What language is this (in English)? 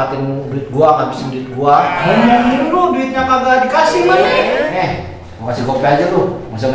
Betawi